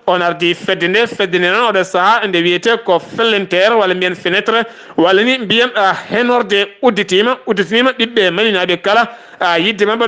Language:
Fula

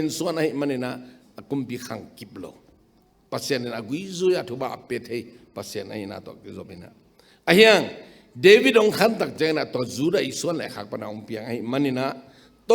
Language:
Tedim Chin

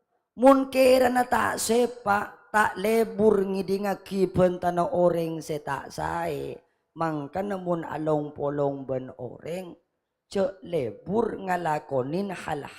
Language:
Madurese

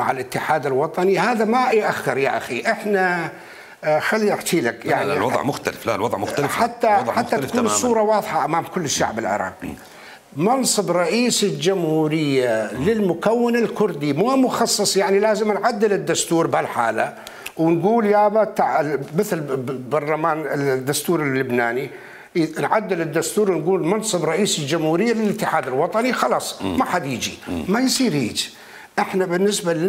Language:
Mesopotamian Arabic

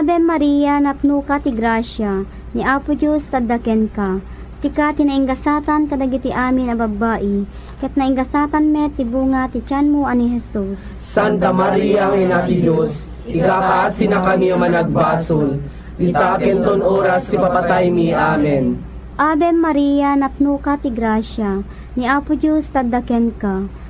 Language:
Iloko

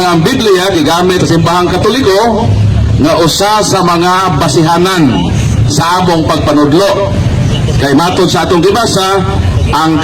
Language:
Cebuano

